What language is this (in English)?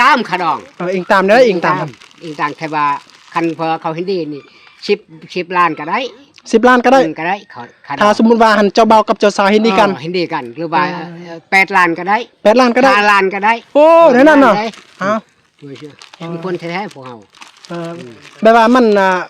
Lao